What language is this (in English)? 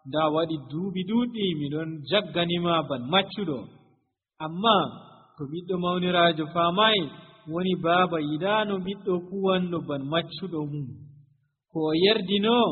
Nigerian Fulfulde